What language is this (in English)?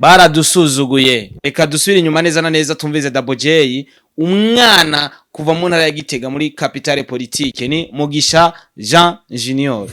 Rundi